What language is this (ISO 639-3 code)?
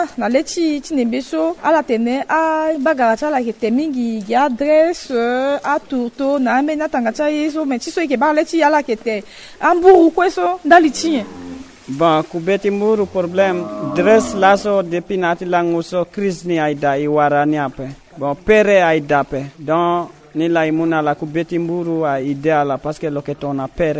sag